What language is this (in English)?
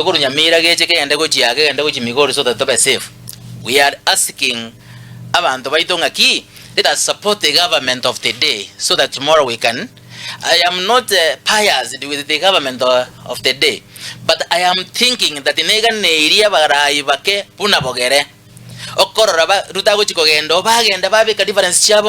Gusii